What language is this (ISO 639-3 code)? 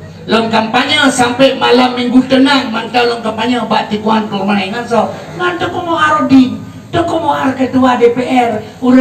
ace